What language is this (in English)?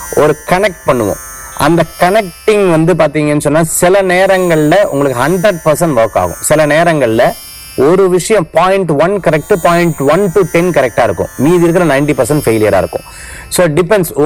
Tamil